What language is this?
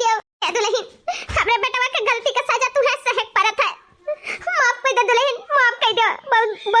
Awadhi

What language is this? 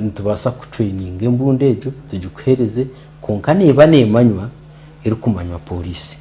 Nyankole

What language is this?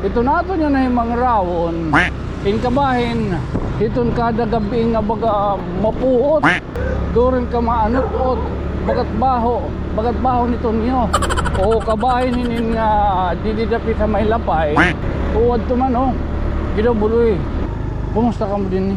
Waray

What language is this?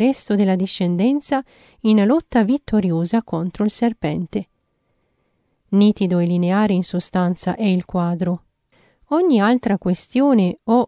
Italian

